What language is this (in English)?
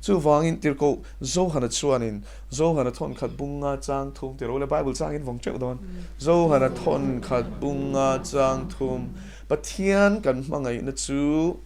Mizo